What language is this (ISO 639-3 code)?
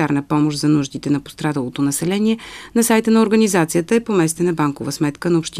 bul